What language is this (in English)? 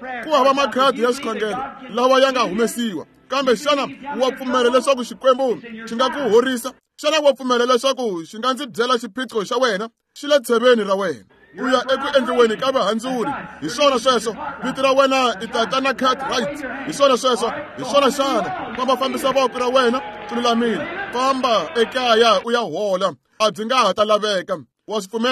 Tsonga